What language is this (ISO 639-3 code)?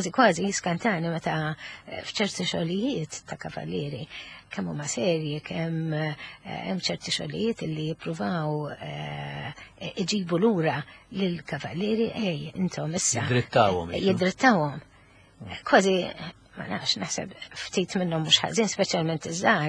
mlt